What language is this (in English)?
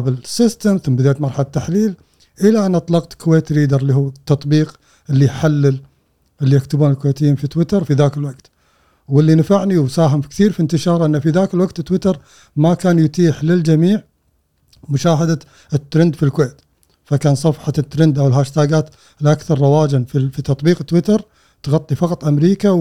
Gulf Arabic